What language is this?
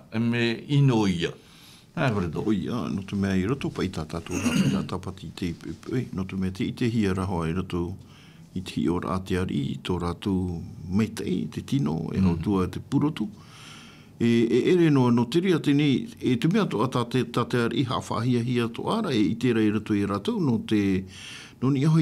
Tahitian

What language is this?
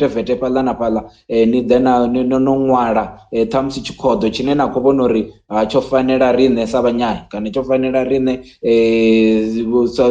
Venda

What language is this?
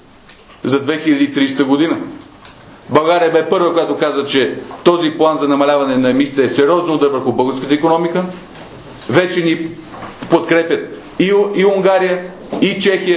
Bulgarian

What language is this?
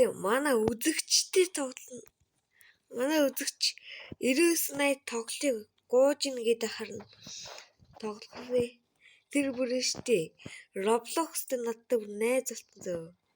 Mongolian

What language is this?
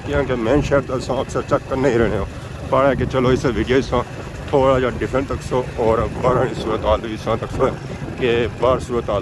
Pahari-Potwari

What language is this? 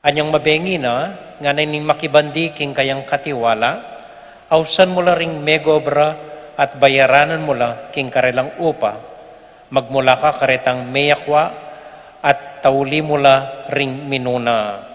Pampanga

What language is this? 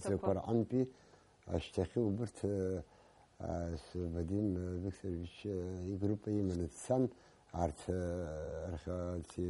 Abkhazian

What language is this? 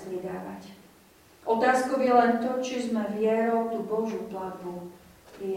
Slovak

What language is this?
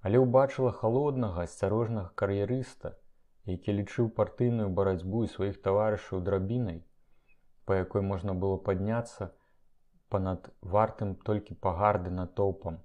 Belarusian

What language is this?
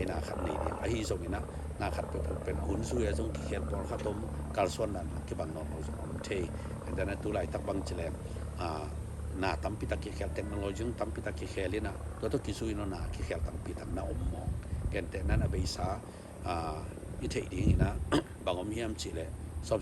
Tedim Chin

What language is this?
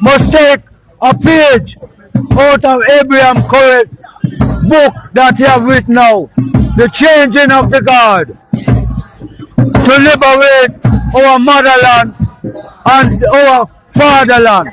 Jamaican Creole English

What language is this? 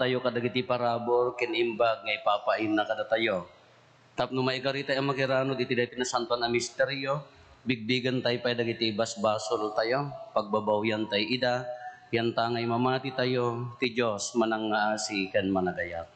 Iloko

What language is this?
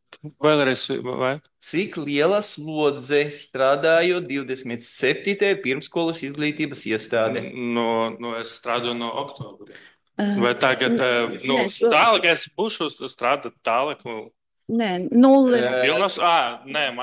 Latvian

